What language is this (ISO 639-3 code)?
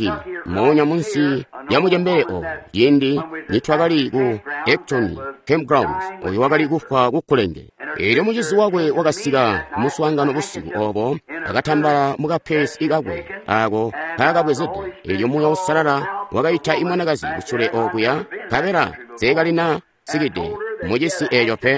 toi